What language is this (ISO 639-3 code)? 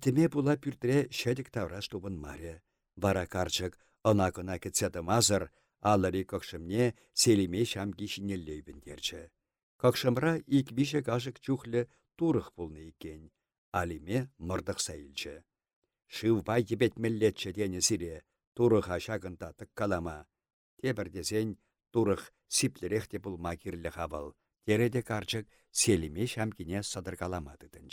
chv